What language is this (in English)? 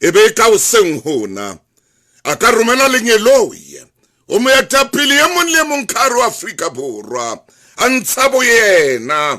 Southern Sotho